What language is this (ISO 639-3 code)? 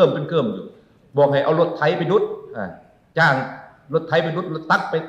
lao